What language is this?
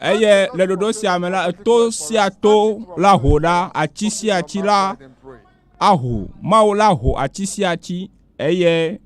Ewe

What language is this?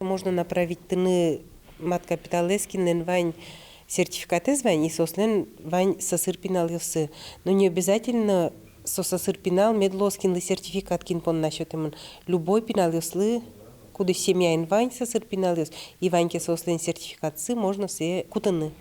Udmurt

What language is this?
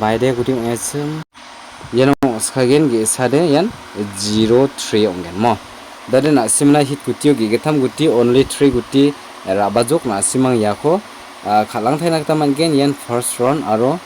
Garo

